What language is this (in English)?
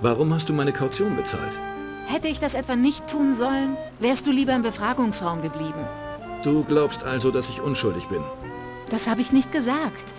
Bavarian